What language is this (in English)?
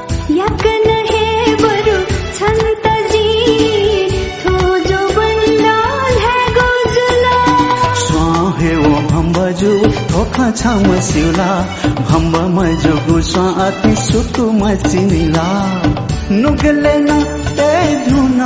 Newari